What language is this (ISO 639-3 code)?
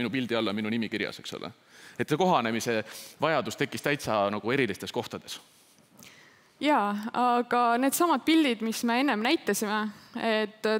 est